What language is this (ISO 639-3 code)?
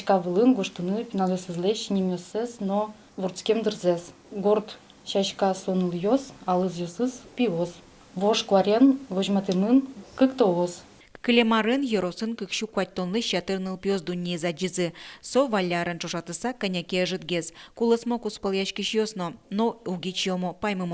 udm